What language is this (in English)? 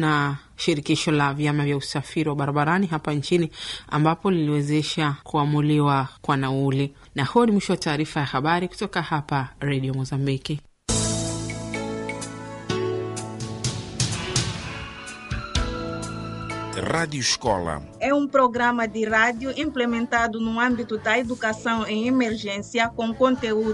Swahili